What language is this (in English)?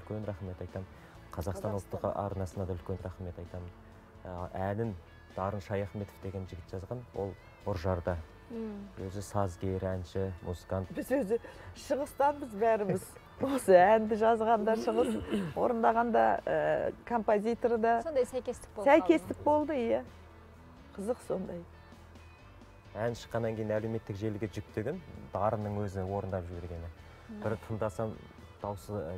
Kazakh